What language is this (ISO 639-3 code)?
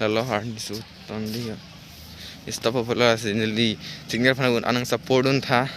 mjw